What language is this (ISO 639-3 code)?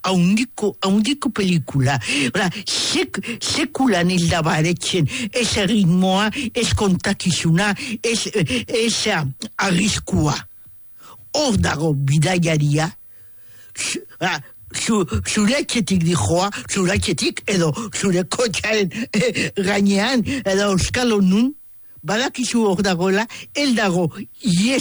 eus